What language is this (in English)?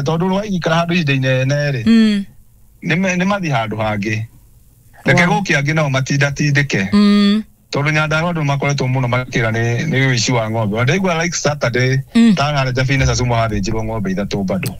Kikuyu